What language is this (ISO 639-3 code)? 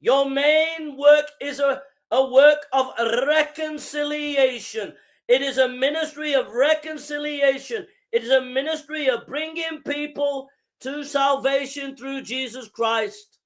eng